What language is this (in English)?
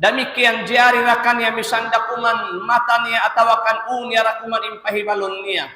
Tausug